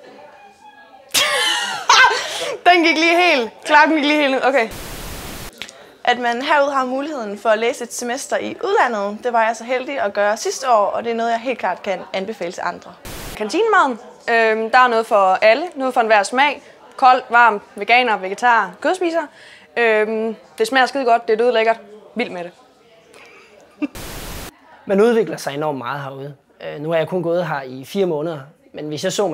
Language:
Danish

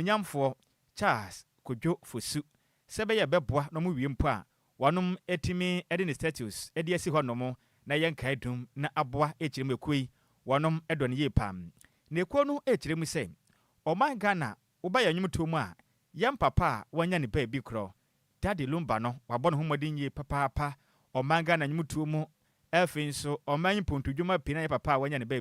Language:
Akan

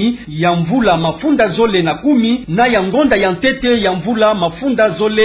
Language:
Kituba (Democratic Republic of Congo)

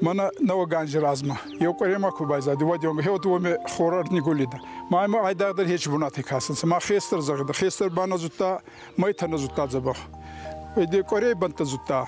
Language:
Ossetic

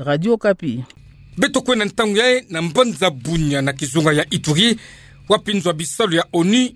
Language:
Kituba (Democratic Republic of Congo)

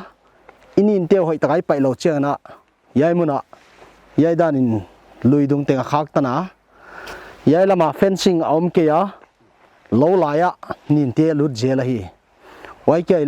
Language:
Paite Chin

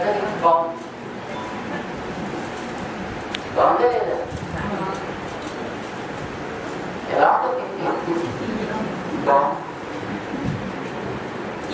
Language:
Telugu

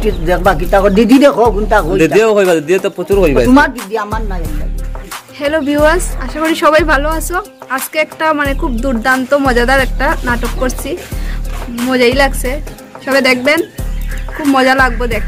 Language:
Sylheti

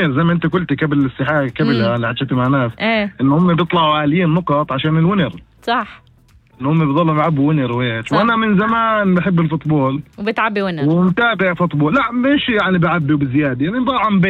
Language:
North Levantine Arabic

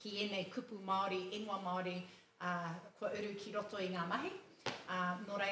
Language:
Māori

